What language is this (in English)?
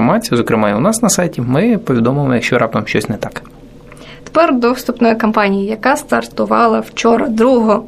Ukrainian